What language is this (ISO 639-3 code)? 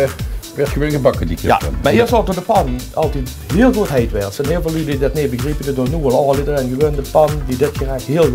lim